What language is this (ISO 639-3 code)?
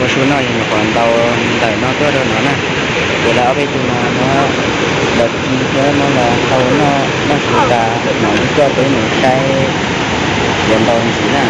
hmn